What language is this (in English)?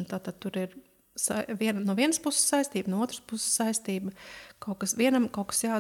Latvian